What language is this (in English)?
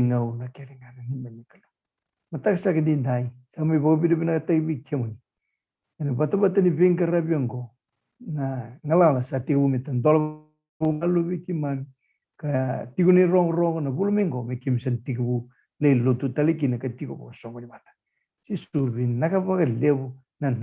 Fijian